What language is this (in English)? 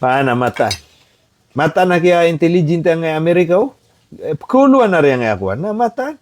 Maranao